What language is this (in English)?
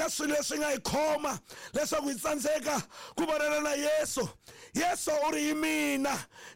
Tsonga